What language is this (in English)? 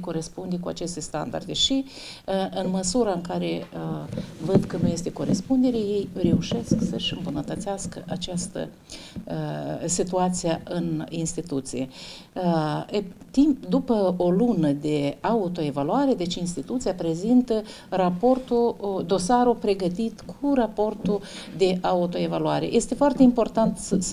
Romanian